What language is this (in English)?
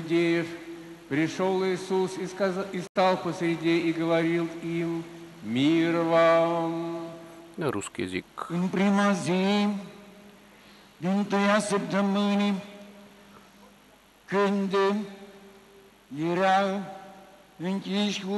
Bulgarian